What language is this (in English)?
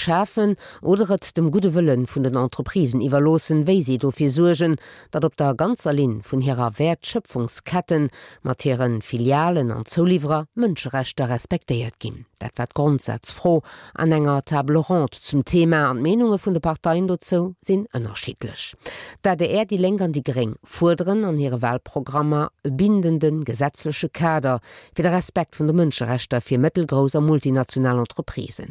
Luxembourgish